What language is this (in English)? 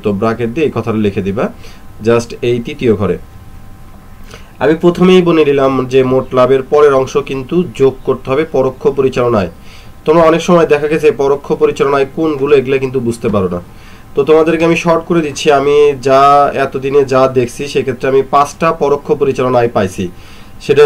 Bangla